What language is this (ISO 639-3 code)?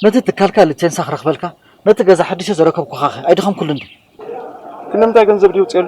tir